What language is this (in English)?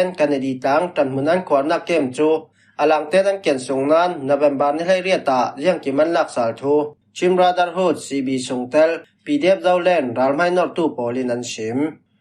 Falam Chin